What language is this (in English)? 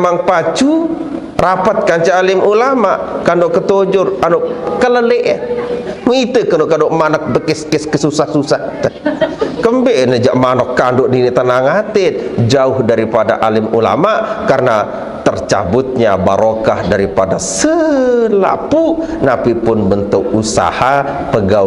Sasak